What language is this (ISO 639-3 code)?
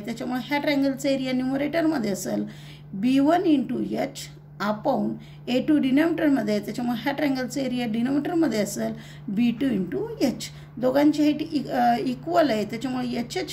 mar